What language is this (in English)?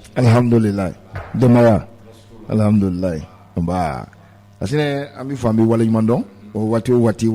Bambara